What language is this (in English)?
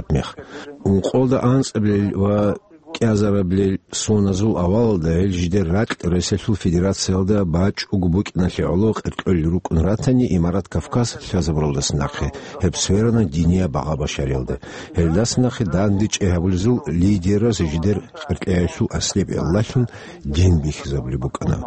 Avaric